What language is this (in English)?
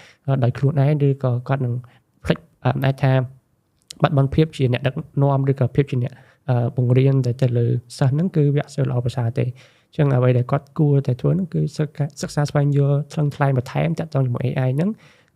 Khmer